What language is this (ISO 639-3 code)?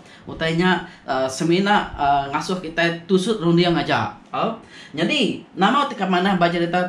iba